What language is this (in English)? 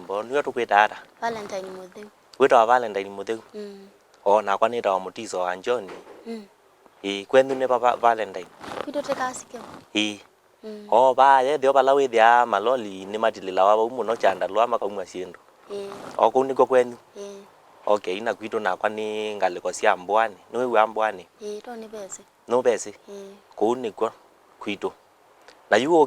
Kamba